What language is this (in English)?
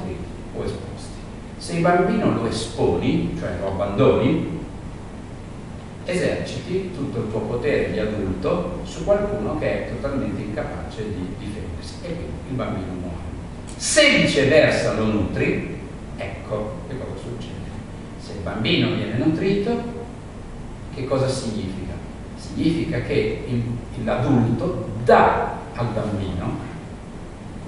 Italian